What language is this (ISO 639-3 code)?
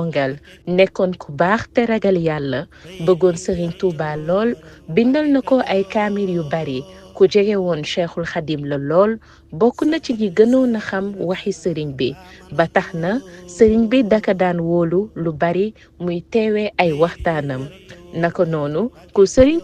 wol